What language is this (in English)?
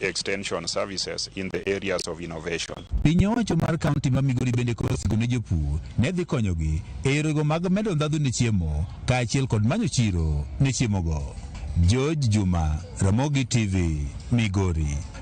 Luo (Kenya and Tanzania)